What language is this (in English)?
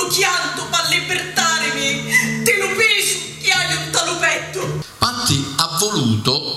Sicilian